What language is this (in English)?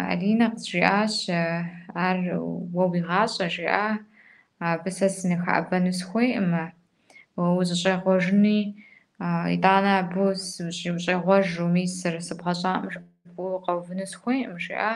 Kabardian